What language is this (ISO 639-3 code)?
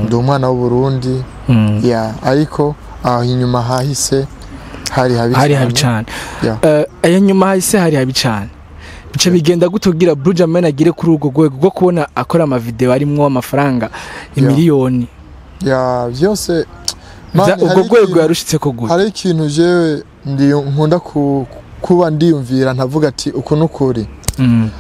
run